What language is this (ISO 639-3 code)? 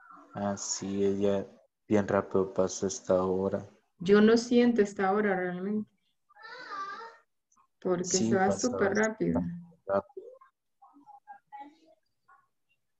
spa